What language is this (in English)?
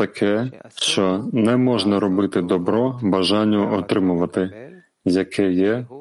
Ukrainian